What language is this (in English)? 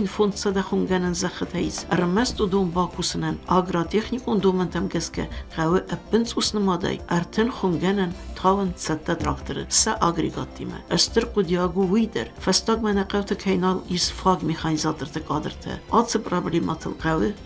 Ossetic